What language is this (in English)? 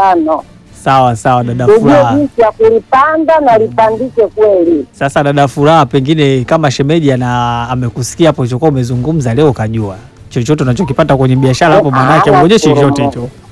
Swahili